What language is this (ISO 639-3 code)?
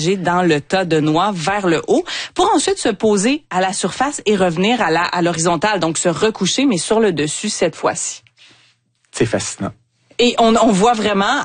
fra